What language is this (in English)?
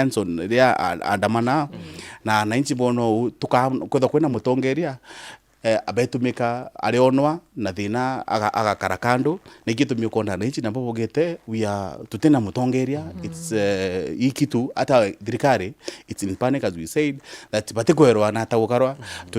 Meru